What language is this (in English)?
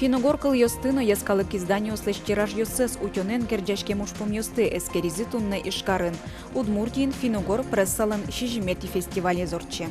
Udmurt